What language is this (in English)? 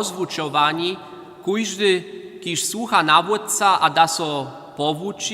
Upper Sorbian